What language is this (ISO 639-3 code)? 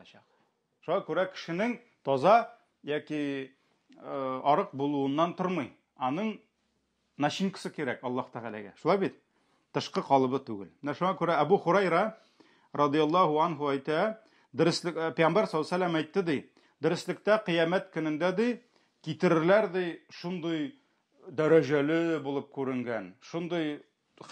tat